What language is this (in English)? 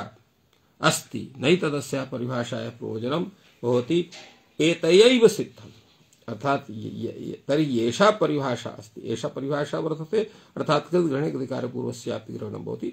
Sanskrit